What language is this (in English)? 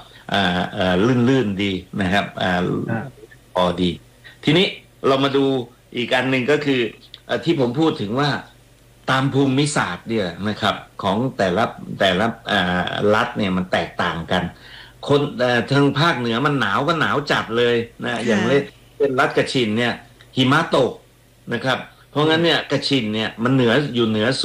Thai